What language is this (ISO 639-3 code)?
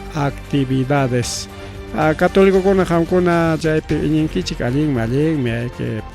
quy